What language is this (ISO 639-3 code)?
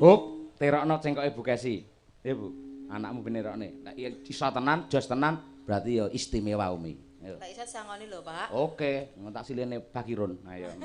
jav